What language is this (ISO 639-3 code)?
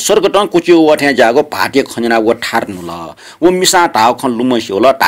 new